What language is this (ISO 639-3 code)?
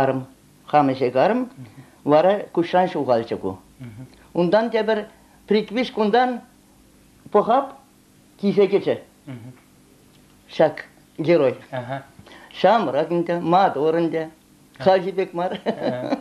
chv